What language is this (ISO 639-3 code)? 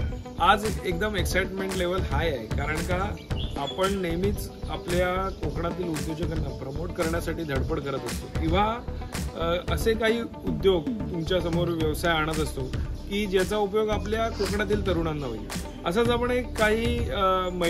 mar